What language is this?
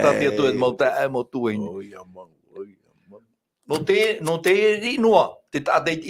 Tahitian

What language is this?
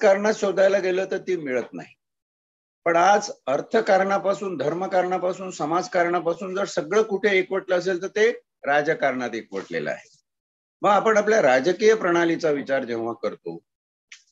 Marathi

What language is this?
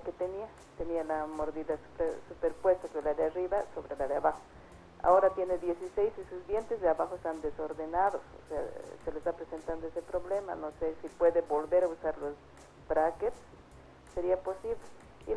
Spanish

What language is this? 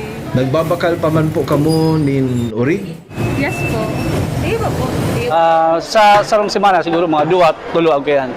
Bikol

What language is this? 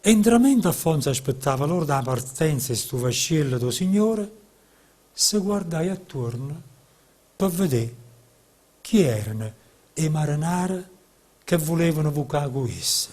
Neapolitan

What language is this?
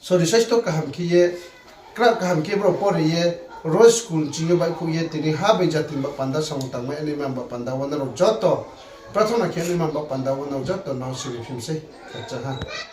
Riang (India)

